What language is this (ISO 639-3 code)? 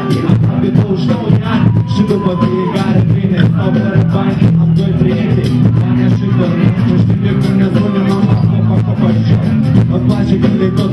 ron